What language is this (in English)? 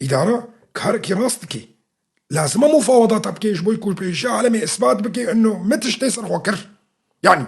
Kurdish